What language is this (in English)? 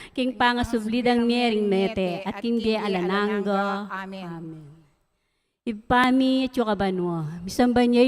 Pampanga